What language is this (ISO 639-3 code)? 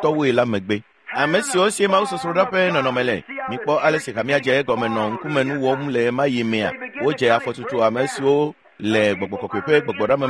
ewe